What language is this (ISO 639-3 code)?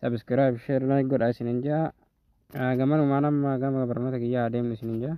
orm